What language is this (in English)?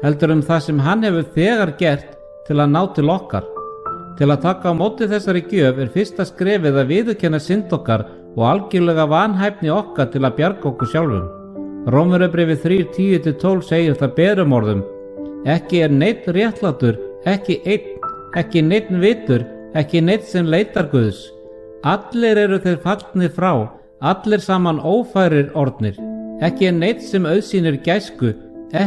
Icelandic